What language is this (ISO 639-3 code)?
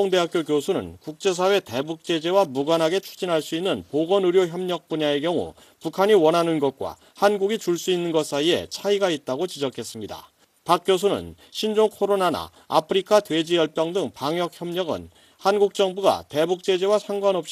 kor